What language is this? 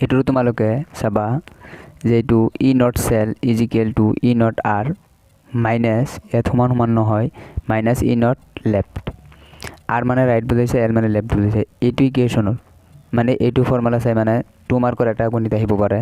Assamese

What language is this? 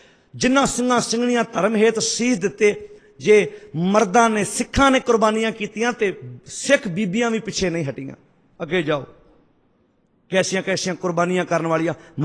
Punjabi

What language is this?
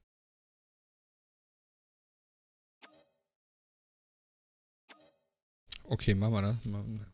German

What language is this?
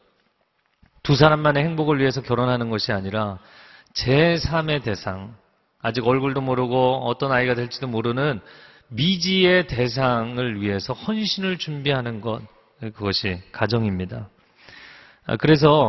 Korean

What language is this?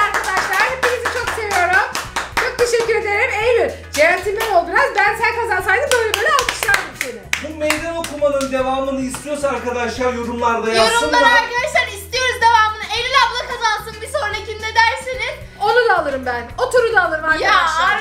Turkish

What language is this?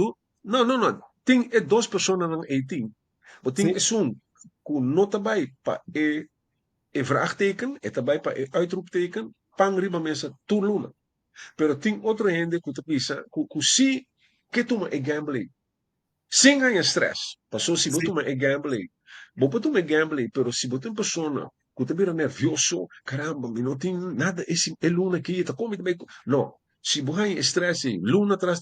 Papiamento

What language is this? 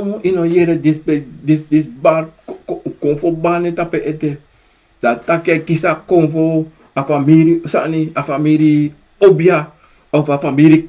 Sranan Tongo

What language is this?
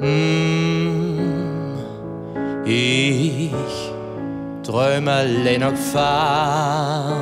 Limburgish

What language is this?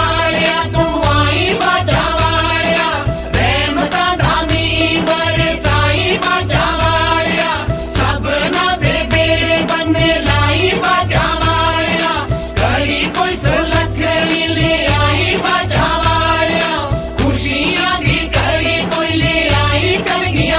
Punjabi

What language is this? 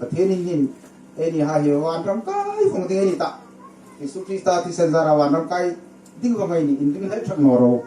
Hmar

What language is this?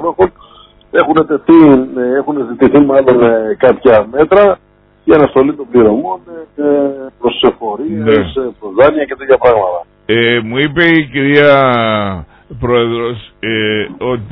Greek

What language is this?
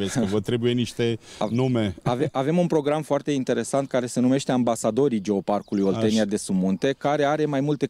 Romanian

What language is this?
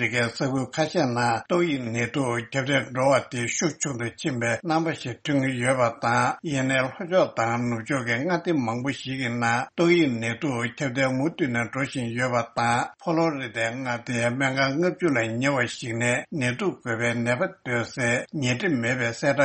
Tibetan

